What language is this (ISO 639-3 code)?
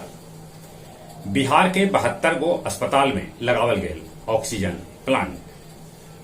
mag